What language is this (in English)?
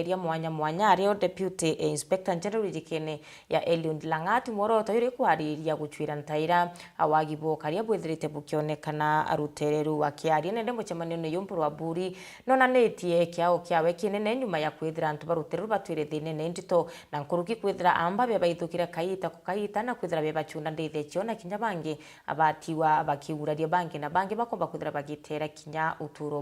Meru